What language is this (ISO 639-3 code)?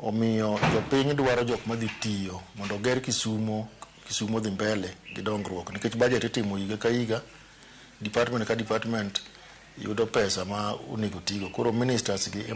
luo